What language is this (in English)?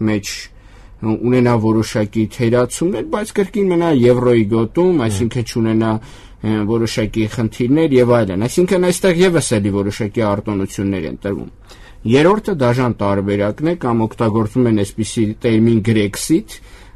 Armenian